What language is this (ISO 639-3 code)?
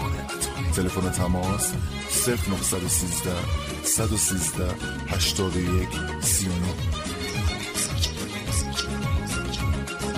fas